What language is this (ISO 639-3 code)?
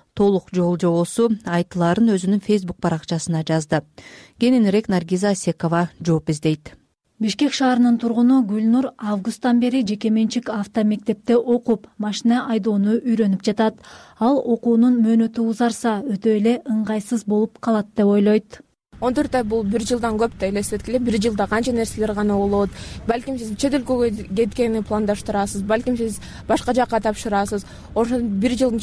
kir